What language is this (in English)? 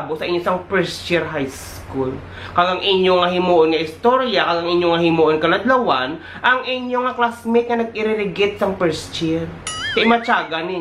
Hiligaynon